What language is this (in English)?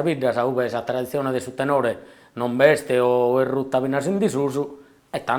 Sardinian